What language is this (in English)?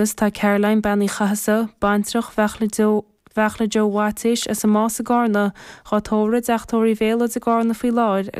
Irish